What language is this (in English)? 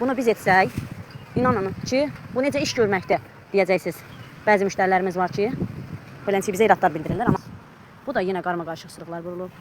Azerbaijani